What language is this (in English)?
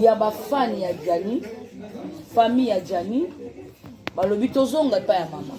Lingala